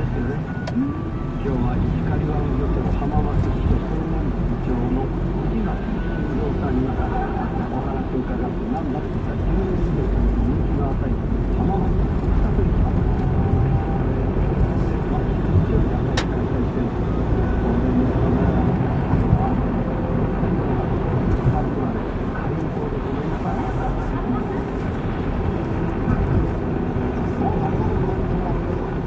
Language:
Japanese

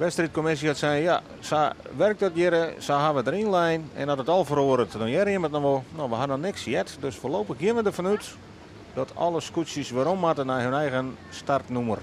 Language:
Western Frisian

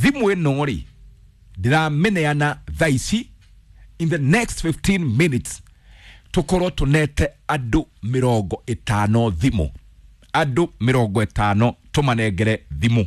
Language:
Kikuyu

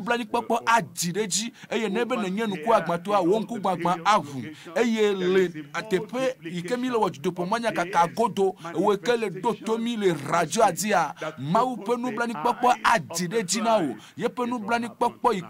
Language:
Ewe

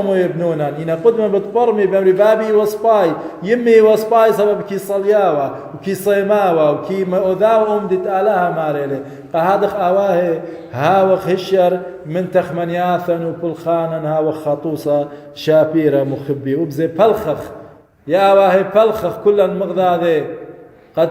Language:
Assyrian Neo-Aramaic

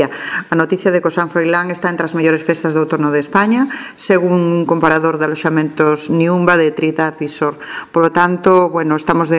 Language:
Galician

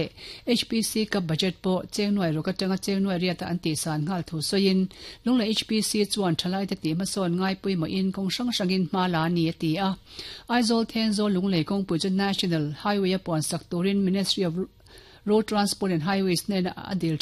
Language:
Mizo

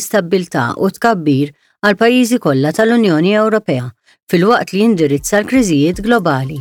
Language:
Maltese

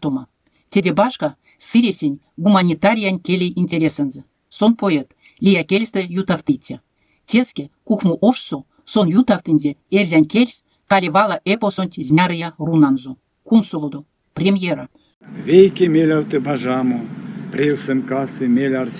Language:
Erzya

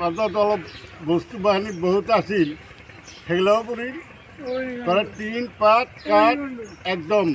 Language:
Assamese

